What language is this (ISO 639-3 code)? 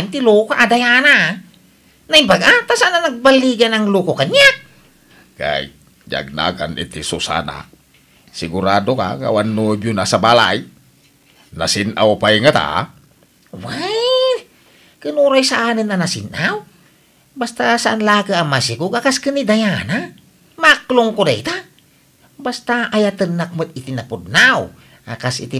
ilo